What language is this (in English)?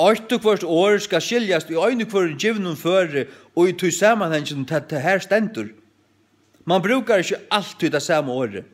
Faroese